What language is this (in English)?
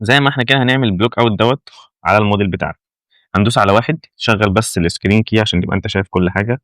Egyptian Arabic